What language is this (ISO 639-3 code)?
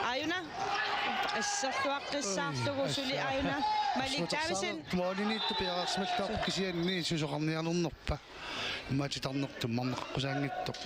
kal